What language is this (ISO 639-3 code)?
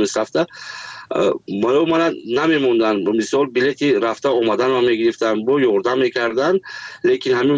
fas